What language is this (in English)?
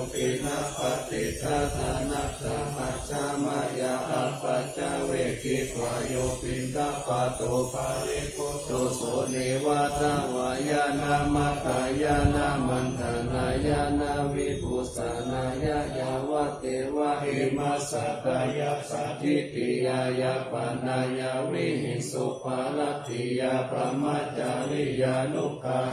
Pali